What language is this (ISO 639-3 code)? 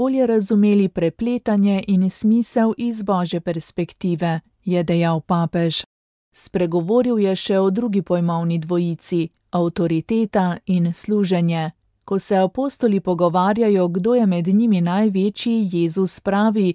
slv